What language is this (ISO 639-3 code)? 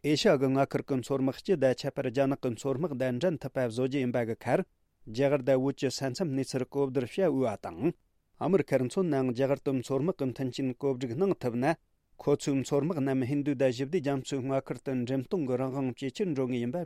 bod